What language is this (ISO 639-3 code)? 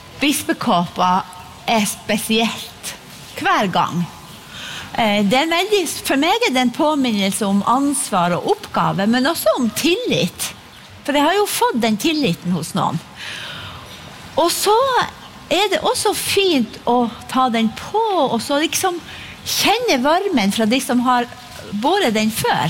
nor